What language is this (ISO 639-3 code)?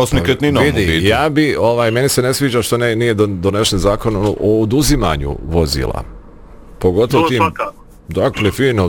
bos